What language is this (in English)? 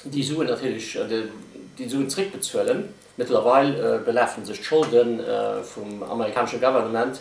Luxembourgish